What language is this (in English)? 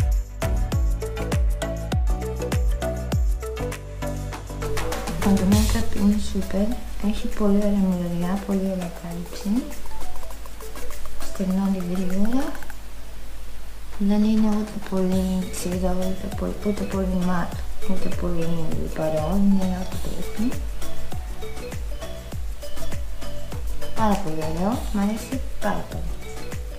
Greek